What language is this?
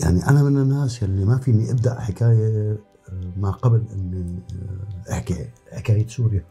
North Levantine Arabic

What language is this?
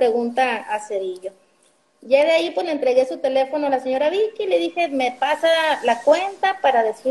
Spanish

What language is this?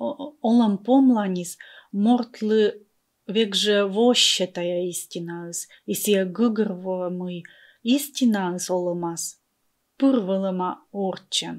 Komi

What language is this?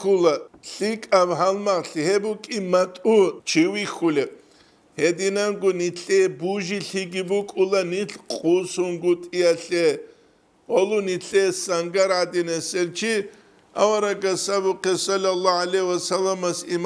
Avaric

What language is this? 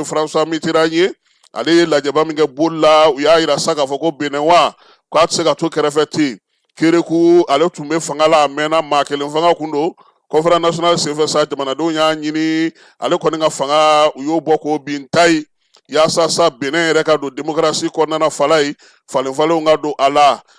Bambara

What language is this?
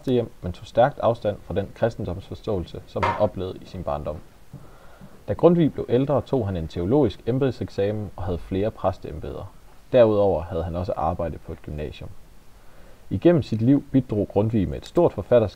Danish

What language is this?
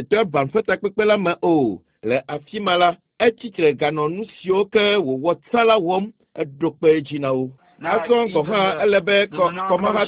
Ewe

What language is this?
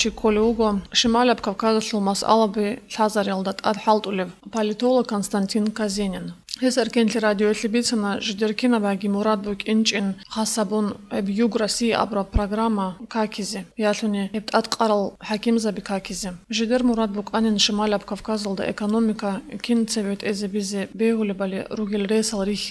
Avaric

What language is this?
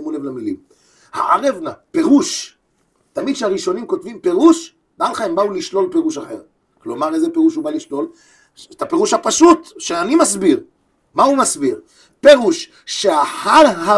Hebrew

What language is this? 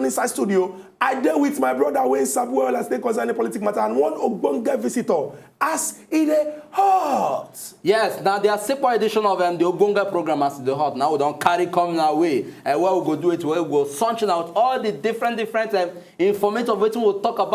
Nigerian Pidgin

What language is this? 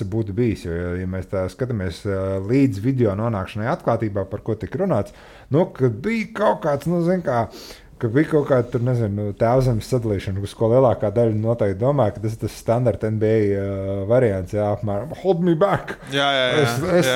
Latvian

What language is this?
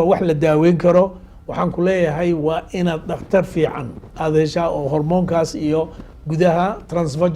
Somali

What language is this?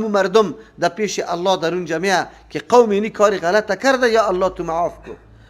Persian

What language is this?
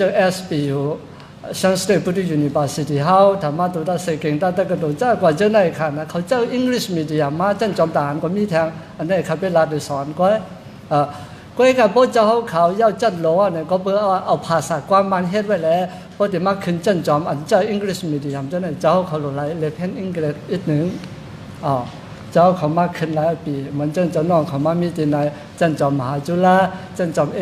Shan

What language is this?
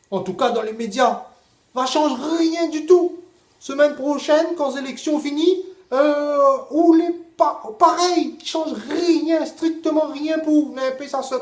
Réunion Creole French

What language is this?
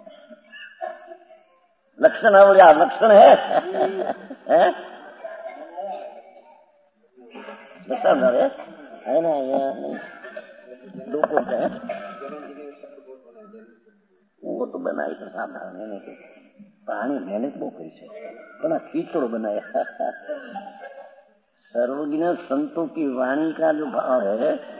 Hindi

